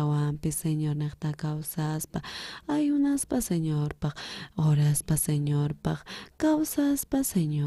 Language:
South Bolivian Quechua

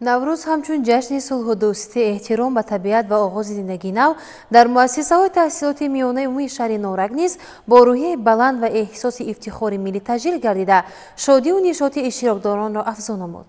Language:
Tajik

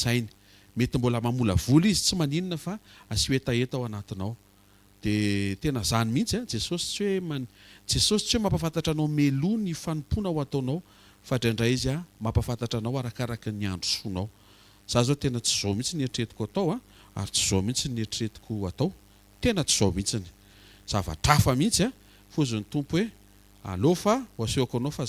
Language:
Malagasy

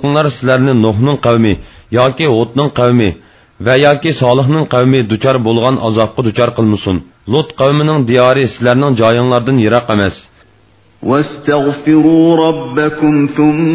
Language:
Uyghur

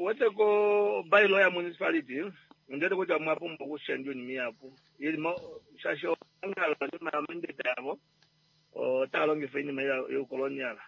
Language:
Kuanyama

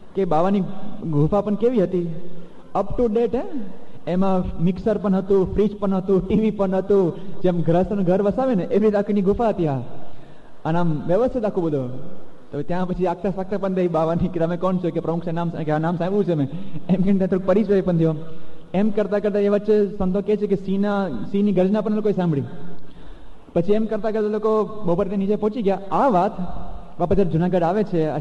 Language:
Gujarati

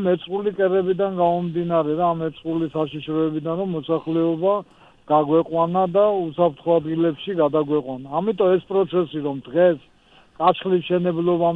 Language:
Georgian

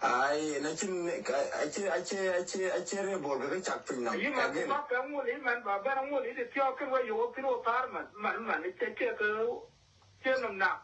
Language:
Nuer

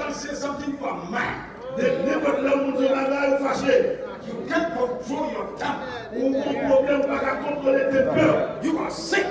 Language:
Haitian Creole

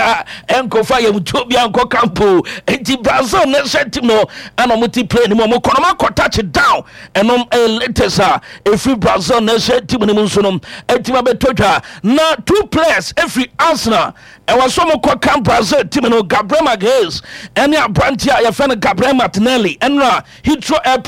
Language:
Akan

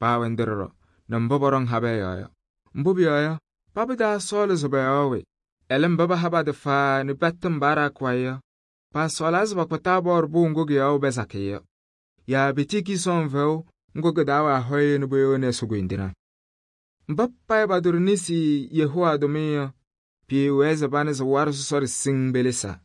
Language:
Kabiyè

